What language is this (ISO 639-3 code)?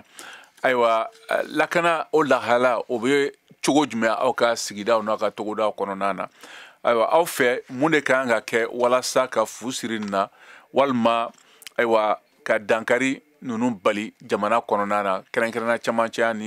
bam